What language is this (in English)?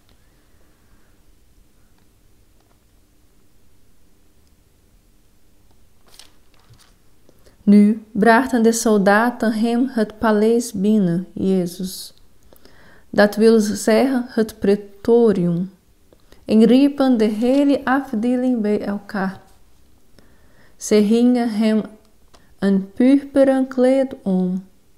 Dutch